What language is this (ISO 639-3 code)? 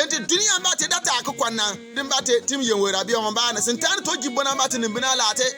bim